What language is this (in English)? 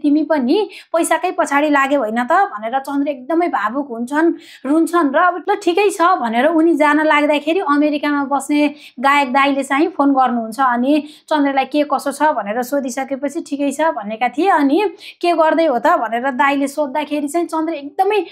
Nepali